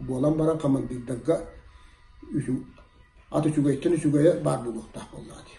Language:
Yakut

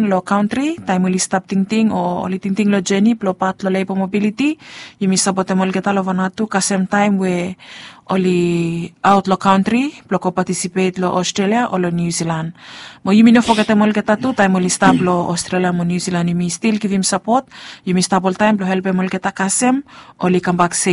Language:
Bislama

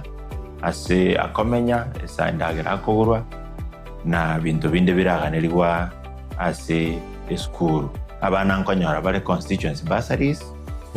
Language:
Gusii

